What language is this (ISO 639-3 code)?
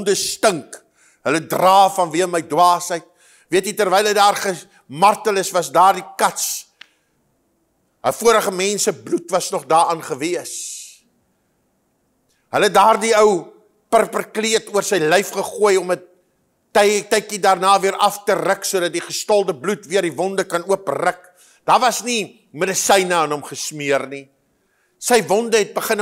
afr